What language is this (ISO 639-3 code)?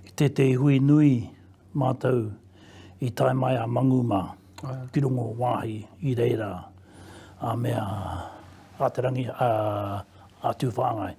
mri